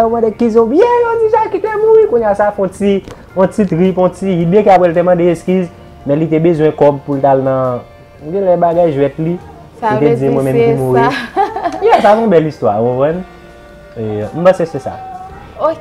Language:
Haitian Creole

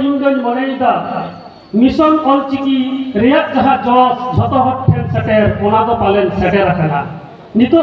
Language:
Santali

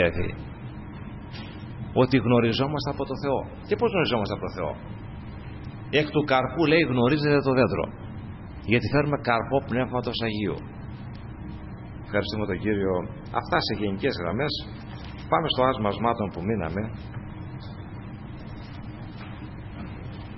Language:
Greek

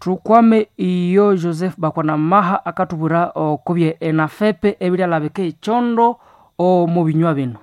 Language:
Nande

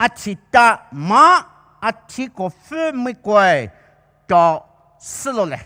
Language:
Poumei Naga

